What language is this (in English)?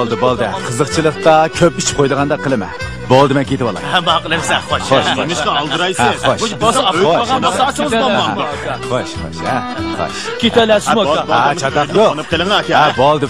Uyghur